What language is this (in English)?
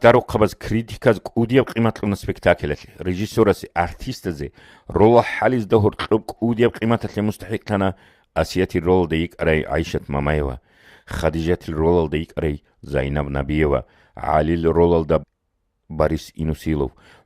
Avaric